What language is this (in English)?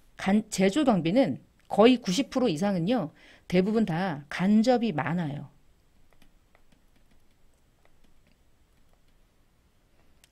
Korean